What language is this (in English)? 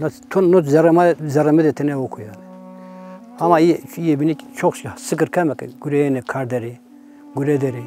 Zaza